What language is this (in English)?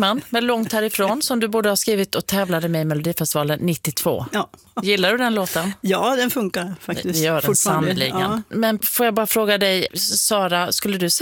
Swedish